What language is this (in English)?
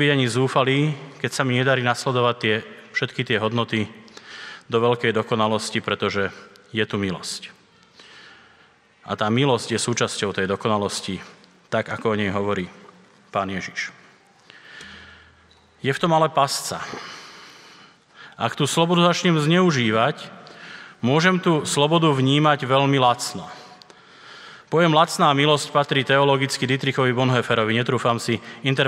Slovak